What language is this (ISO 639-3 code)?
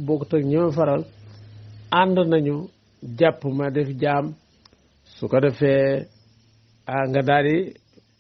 wol